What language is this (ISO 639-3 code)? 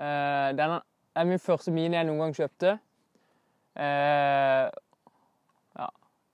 nor